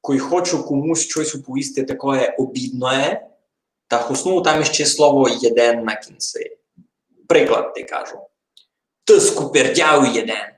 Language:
Rusyn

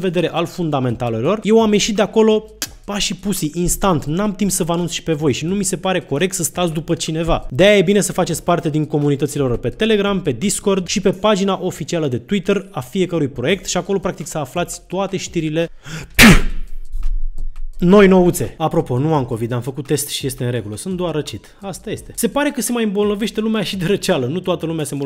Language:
Romanian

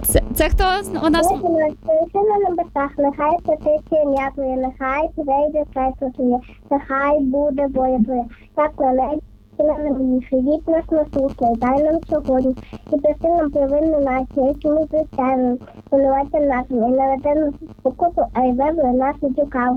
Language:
Ukrainian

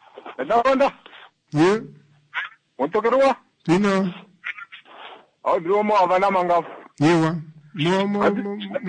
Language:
Swahili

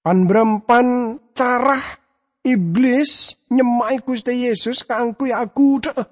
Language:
Madurese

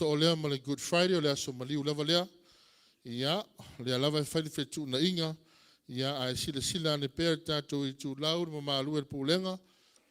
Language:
Samoan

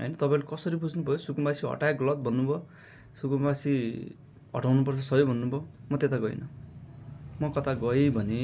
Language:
Nepali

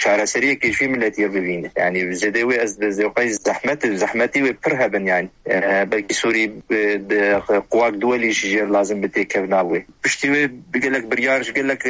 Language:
Kurdish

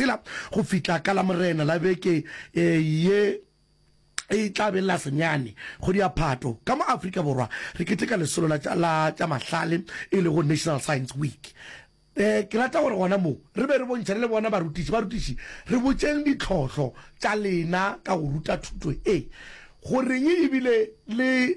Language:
Northern Sotho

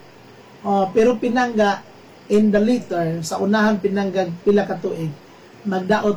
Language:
Cebuano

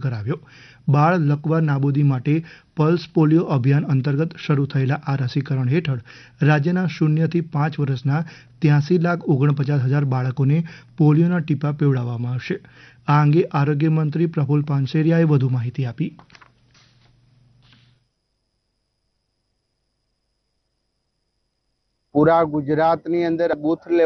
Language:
Gujarati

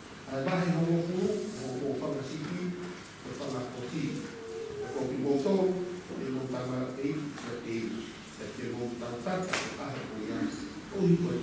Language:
Tongan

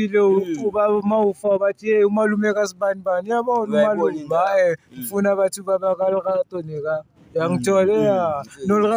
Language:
Zulu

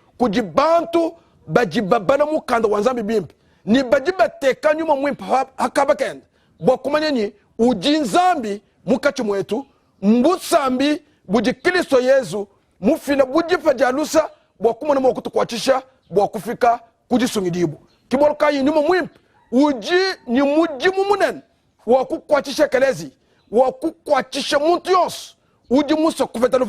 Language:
Luba-Lulua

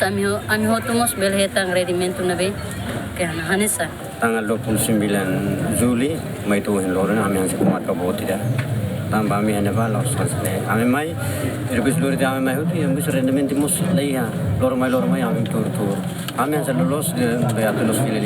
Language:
Tetum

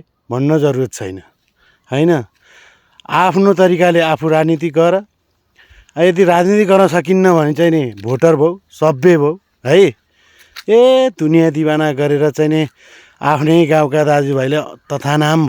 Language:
Nepali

